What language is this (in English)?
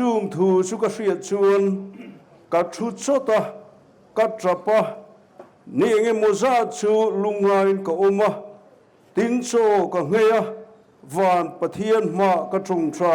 Mizo